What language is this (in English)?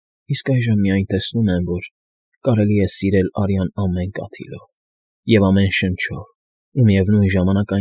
Armenian